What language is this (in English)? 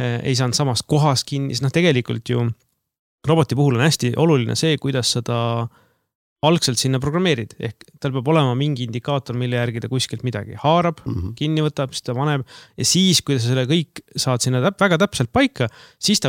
Estonian